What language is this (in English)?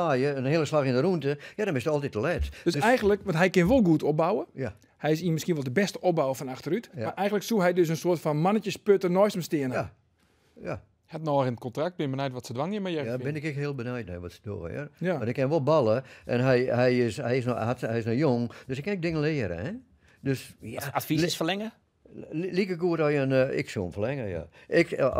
Western Frisian